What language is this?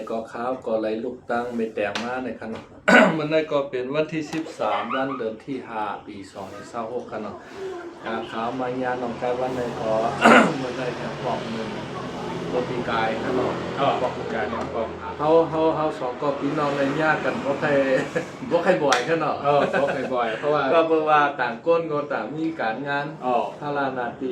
Shan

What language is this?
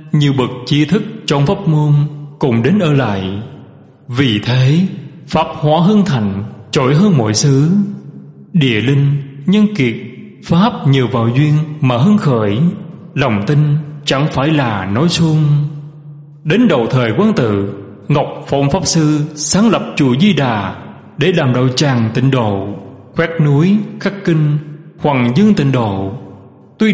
Vietnamese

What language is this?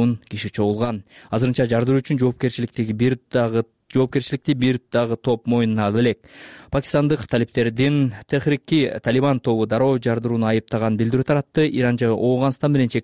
Kyrgyz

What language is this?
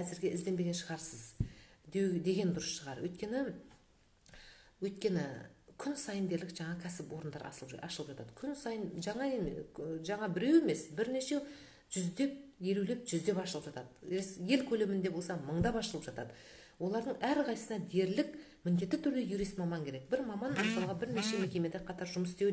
Kazakh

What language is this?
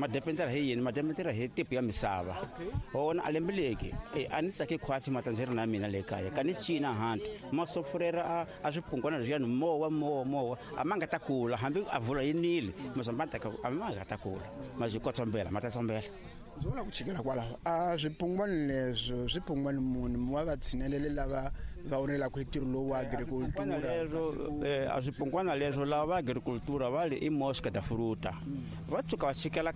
Tsonga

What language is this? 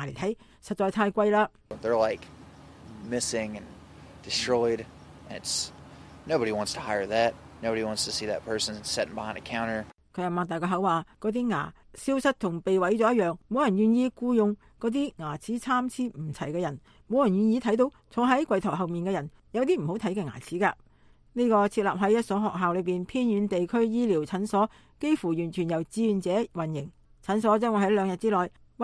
Cantonese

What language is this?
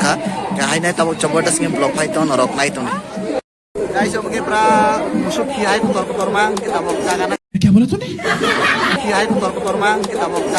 Kok Borok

